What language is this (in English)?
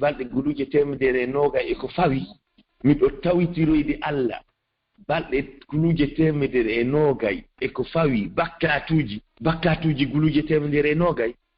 Fula